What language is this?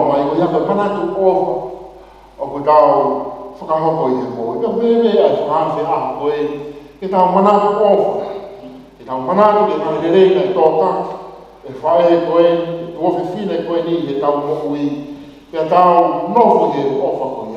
Tongan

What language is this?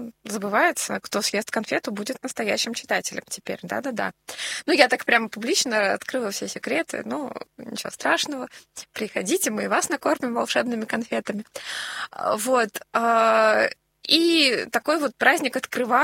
Russian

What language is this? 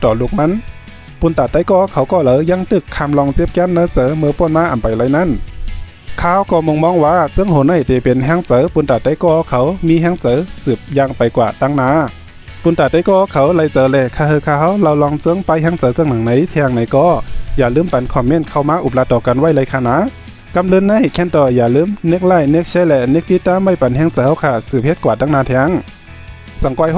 Shan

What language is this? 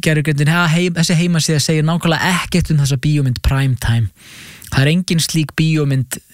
Icelandic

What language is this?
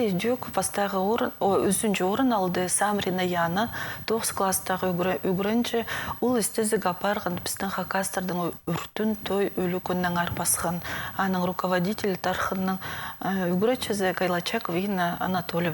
Khakas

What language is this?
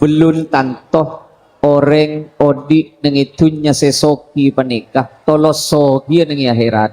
Madurese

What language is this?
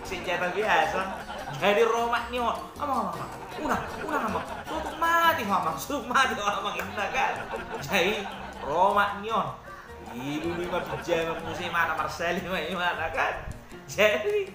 Batak Toba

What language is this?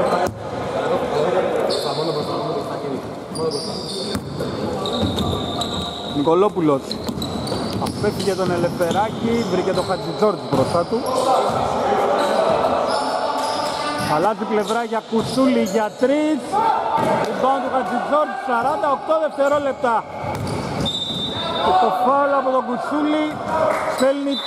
Greek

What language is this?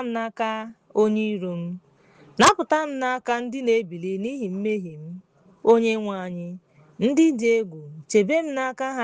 Igbo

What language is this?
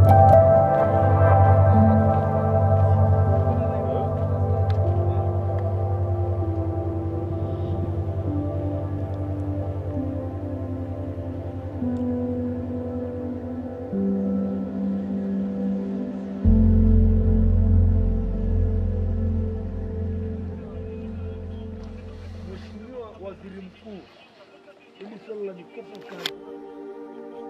Swahili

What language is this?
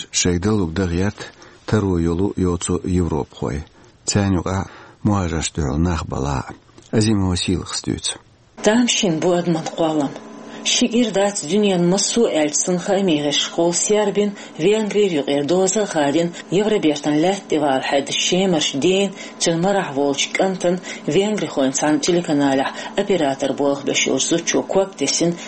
Chechen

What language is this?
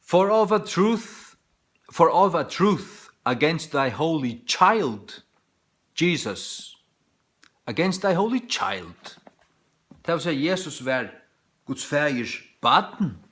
Faroese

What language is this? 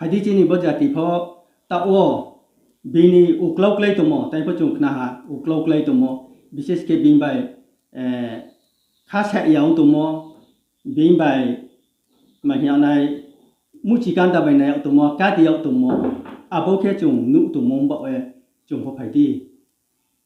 Riang (India)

